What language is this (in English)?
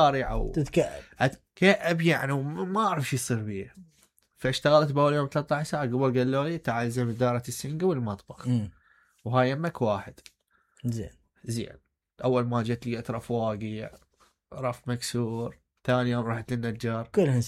Mesopotamian Arabic